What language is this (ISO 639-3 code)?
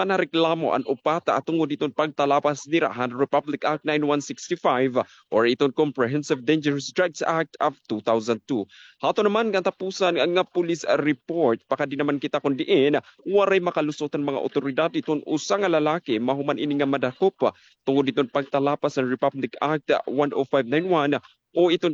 war